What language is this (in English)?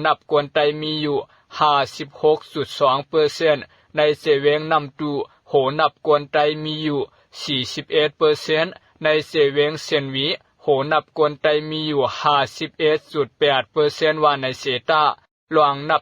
Shan